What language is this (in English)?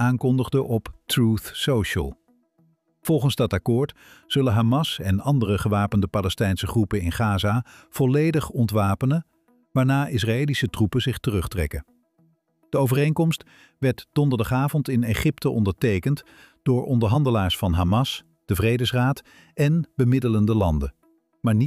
Dutch